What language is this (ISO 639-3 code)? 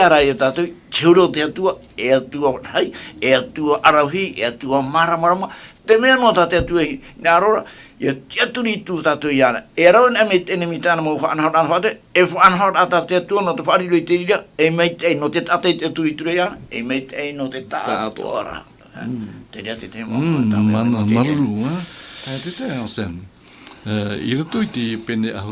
tah